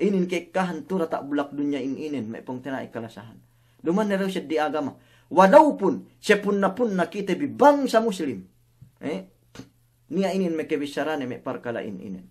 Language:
Yakan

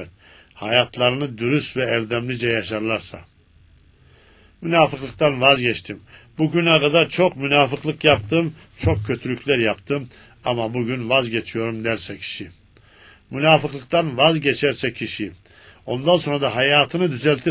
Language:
Turkish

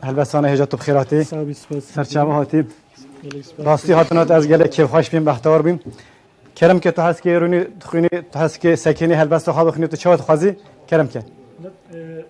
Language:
Kurdish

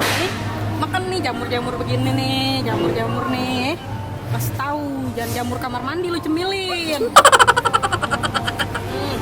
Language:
Betawi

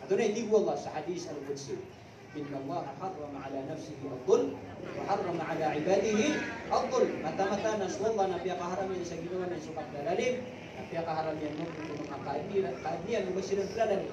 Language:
Maranao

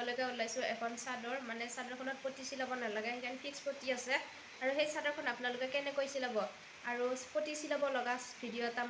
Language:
Assamese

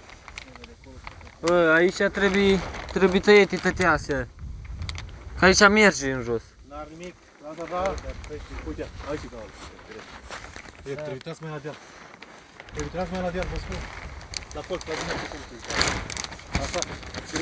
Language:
Romanian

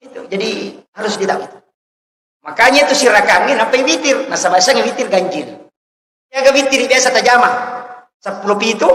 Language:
Buginese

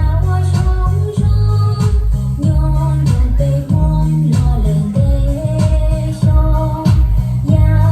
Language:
Hmong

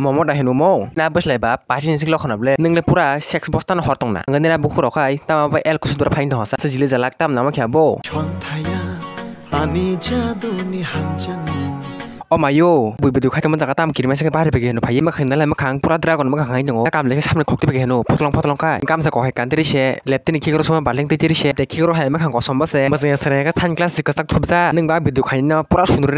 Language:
Kok Borok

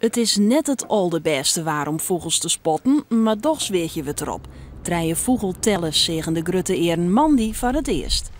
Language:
Western Frisian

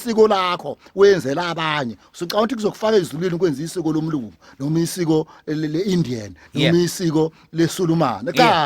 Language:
Zulu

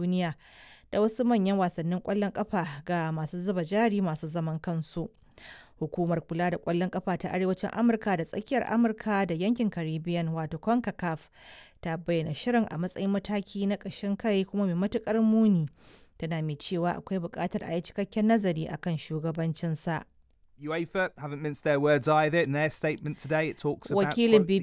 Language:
Hausa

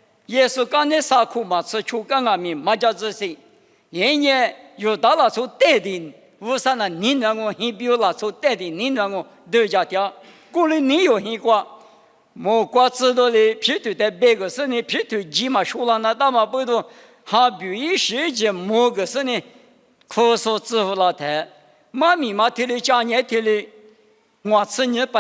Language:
Lisu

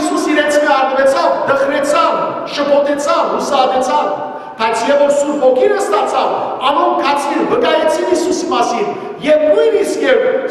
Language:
Western Armenian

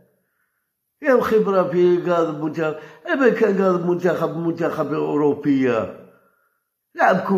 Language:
Arabic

